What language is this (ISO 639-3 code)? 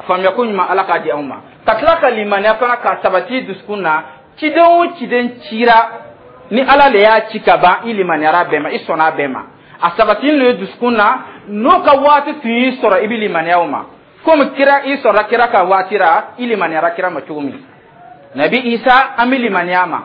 dyu